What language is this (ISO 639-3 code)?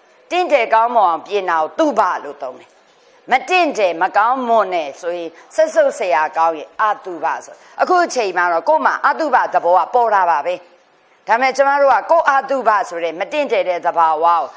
mya